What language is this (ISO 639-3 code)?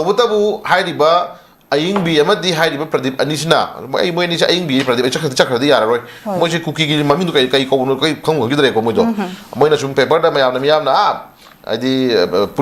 mni